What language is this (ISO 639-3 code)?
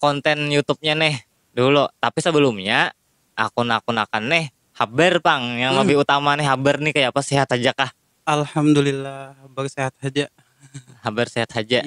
bjn